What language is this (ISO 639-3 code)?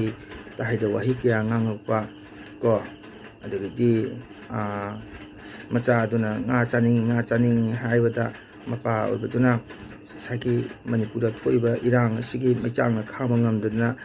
mni